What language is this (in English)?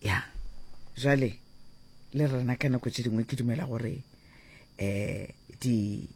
Northern Sotho